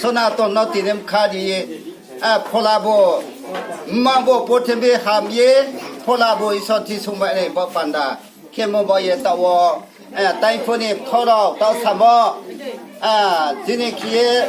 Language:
Riang (India)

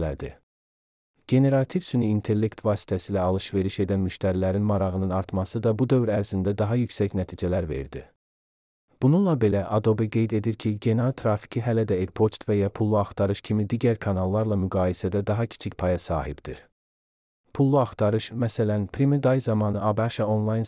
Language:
Azerbaijani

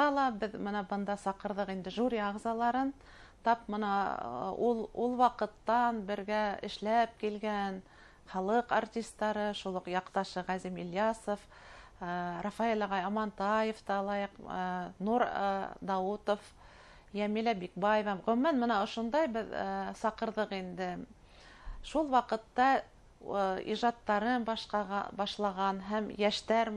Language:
Bashkir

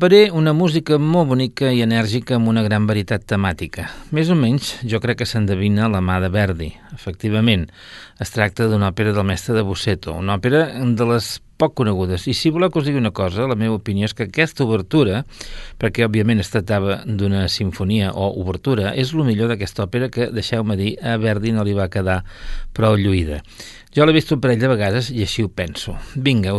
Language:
Catalan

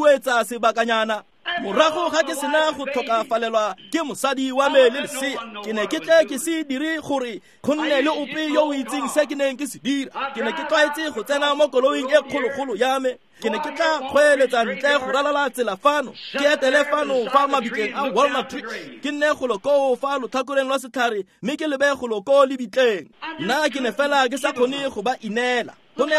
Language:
Tswana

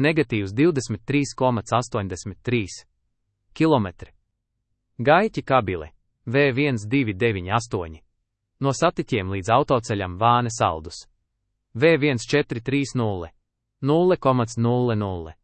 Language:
Latvian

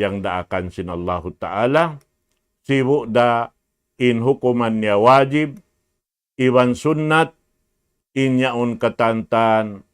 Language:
Tausug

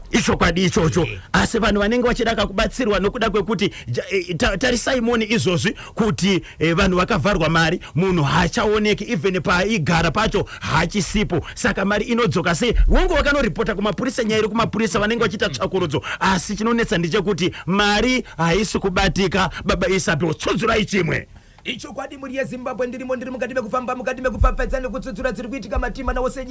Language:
Shona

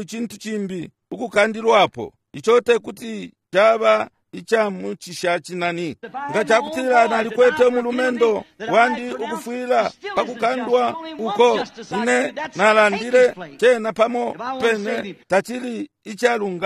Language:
Bemba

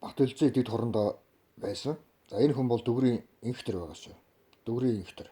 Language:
Mongolian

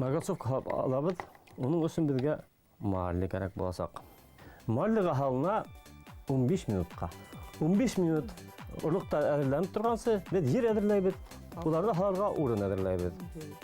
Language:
Bashkir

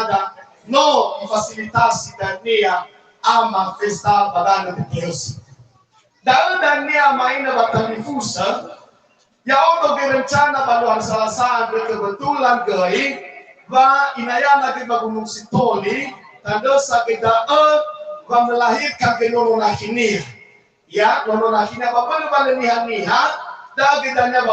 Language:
Nias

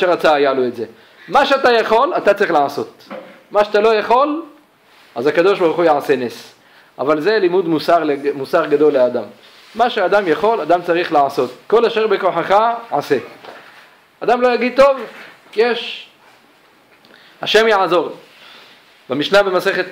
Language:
Hebrew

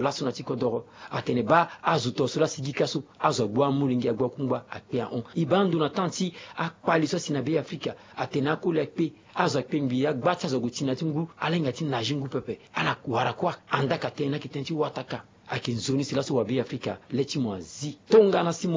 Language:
Sango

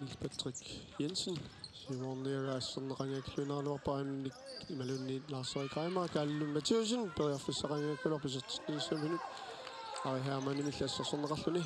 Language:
Kalaallisut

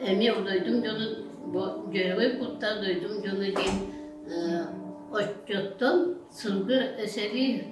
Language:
Yakut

